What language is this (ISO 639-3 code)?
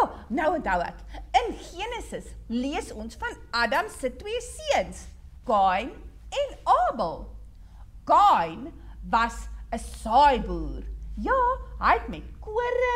afr